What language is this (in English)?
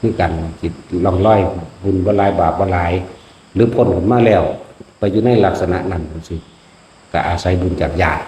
Northeastern Thai